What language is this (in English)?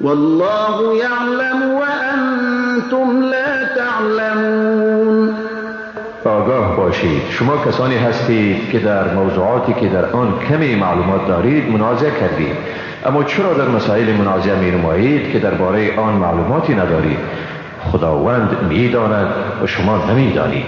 Persian